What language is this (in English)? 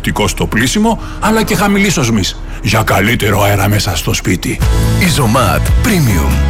Greek